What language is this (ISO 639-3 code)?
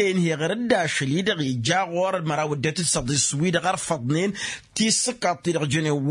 taq